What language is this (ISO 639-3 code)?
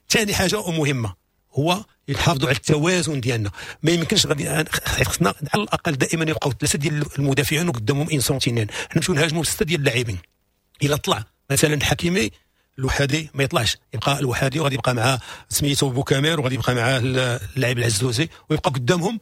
ary